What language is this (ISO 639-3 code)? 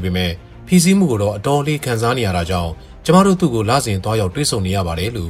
mya